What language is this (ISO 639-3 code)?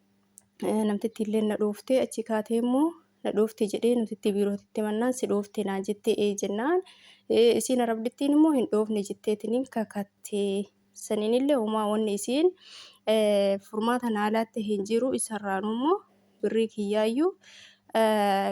orm